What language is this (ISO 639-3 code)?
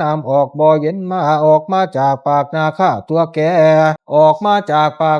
pli